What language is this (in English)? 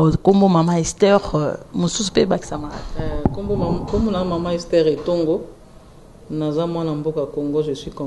Lingala